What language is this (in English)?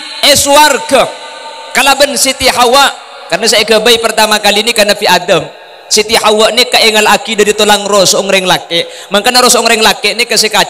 Madurese